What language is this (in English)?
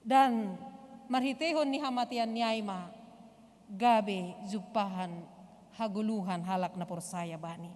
Batak Simalungun